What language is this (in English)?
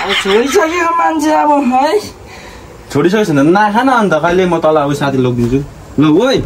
Nepali